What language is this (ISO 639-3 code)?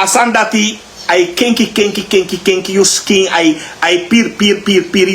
srn